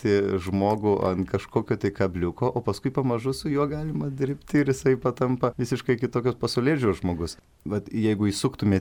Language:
Lithuanian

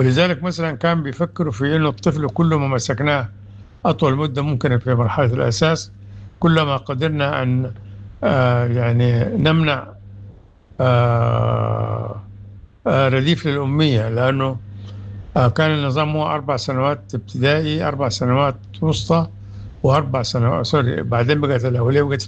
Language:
Sudanese Arabic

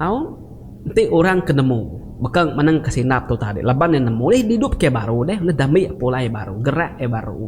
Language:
Iban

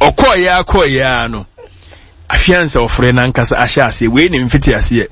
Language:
Akan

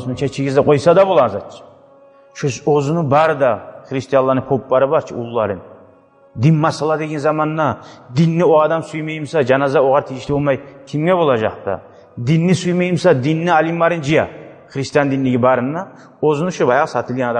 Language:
Kumyk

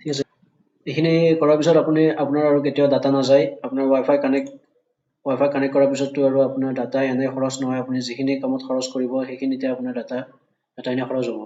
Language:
Assamese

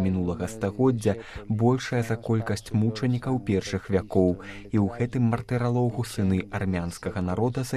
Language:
Belarusian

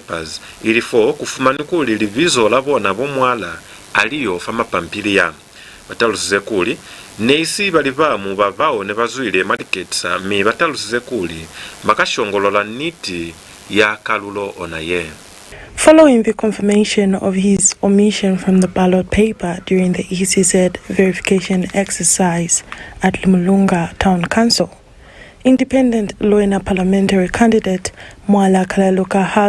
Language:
Lozi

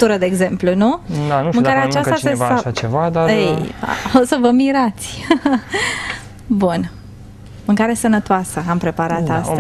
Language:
Romanian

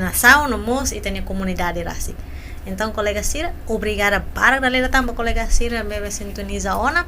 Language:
Tetum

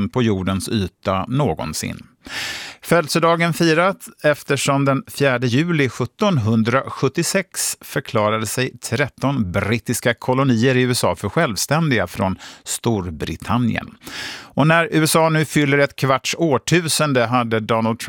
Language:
Swedish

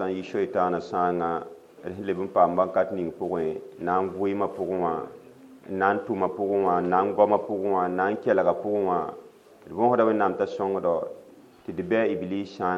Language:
Mossi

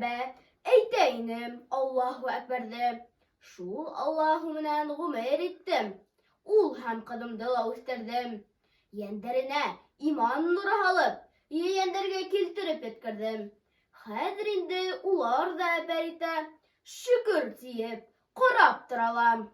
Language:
Bashkir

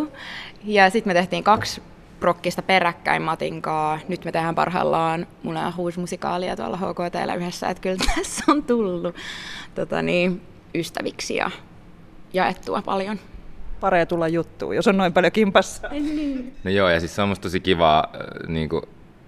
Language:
Finnish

